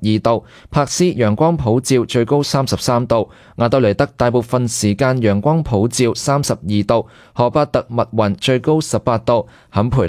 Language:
Cantonese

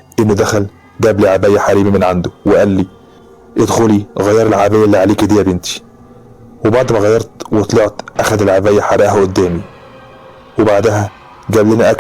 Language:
Egyptian Arabic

